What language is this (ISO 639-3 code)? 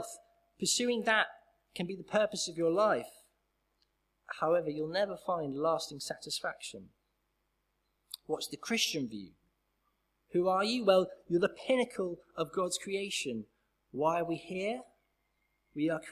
eng